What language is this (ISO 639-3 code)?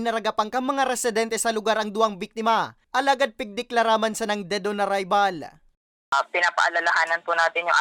bik